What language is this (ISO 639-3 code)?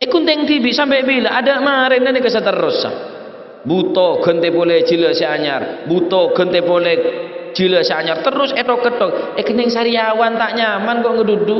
mad